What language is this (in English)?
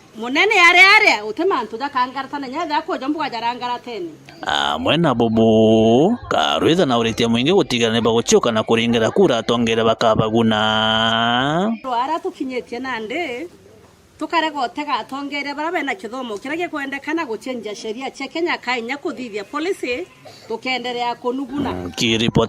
Meru